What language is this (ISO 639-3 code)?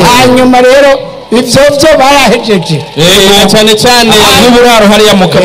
run